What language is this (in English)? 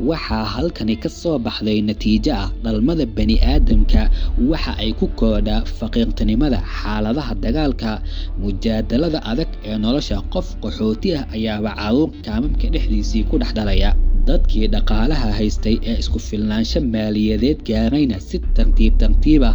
Somali